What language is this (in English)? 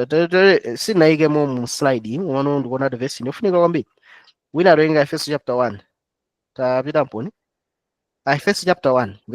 Nyanja